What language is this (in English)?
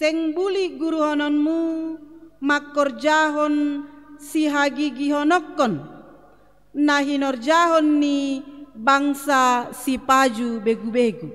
Batak Simalungun